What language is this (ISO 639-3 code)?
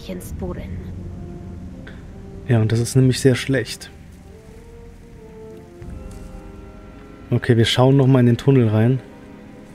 deu